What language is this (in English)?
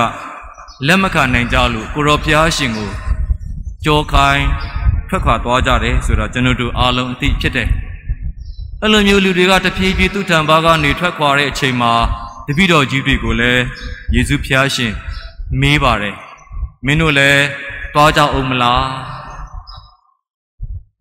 Burmese